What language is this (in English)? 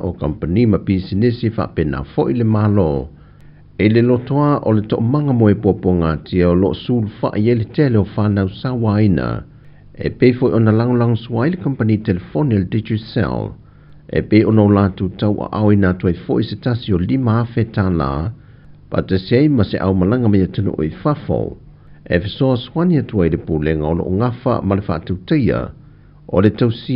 Samoan